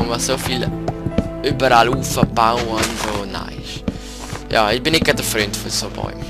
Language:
Swiss German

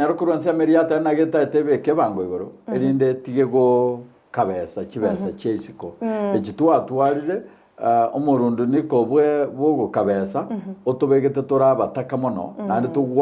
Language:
Gusii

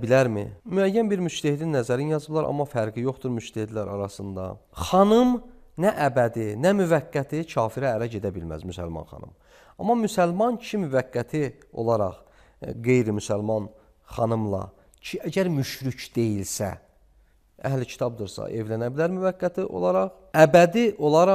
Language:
Azerbaijani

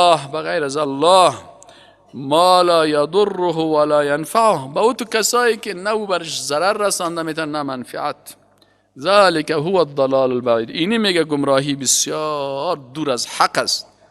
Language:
Persian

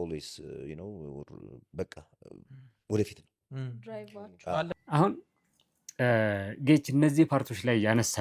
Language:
Amharic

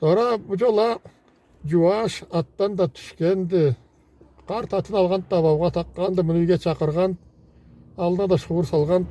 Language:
Karachay-Balkar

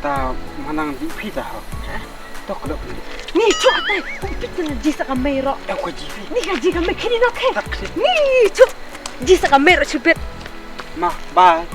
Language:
Khasi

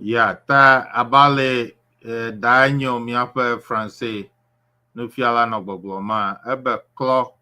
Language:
Ewe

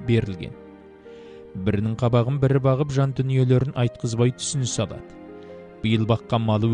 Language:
Kazakh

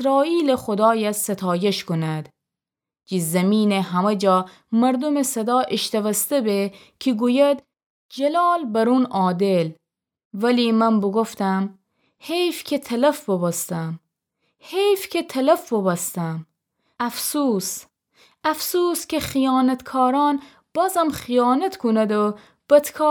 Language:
Gilaki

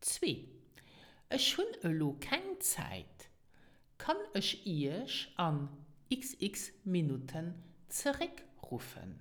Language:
Luxembourgish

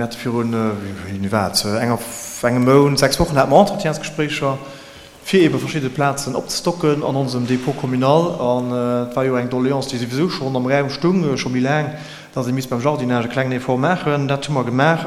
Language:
Luxembourgish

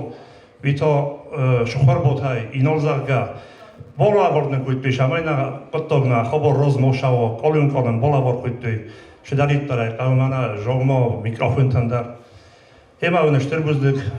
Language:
Ossetic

